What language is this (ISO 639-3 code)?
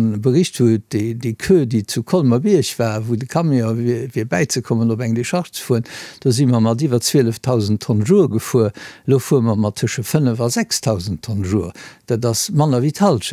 ltz